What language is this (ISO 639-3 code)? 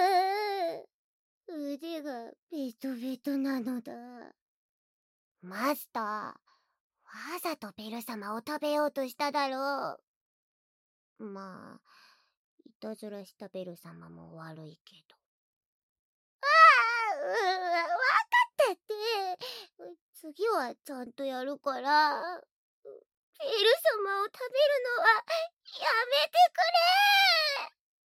jpn